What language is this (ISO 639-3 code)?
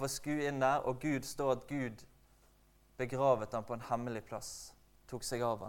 nor